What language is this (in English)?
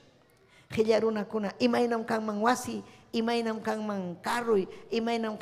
Ayacucho Quechua